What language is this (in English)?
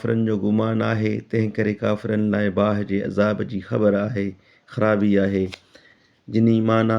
Sindhi